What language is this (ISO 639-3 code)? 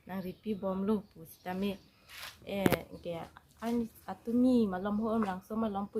mjw